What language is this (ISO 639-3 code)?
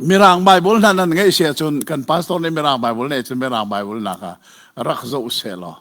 cnh